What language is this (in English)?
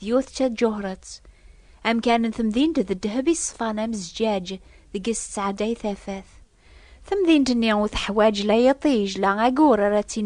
Kabyle